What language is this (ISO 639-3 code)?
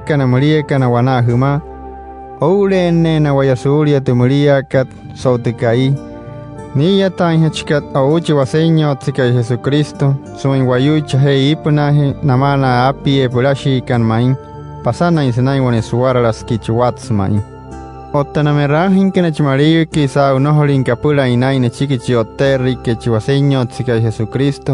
guc